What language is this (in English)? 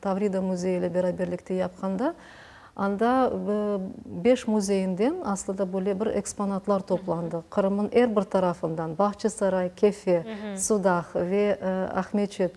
Crimean Tatar